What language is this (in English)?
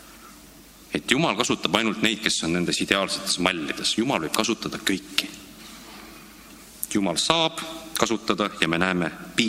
Estonian